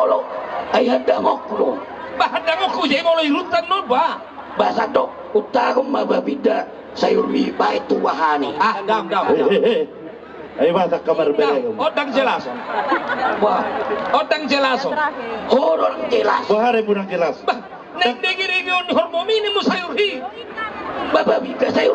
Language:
Batak Toba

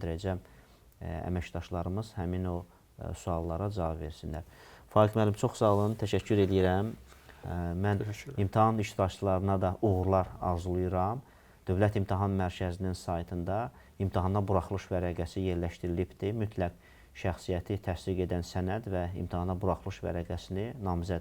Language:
Azerbaijani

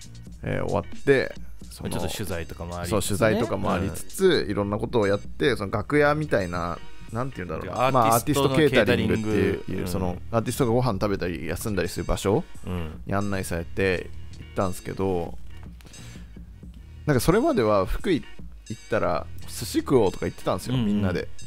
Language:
Japanese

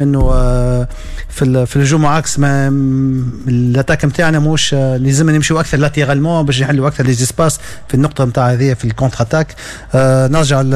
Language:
Tunisian Arabic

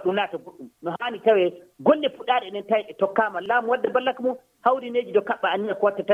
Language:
Nigerian Fulfulde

